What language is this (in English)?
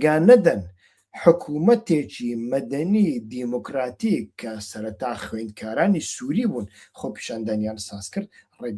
Central Kurdish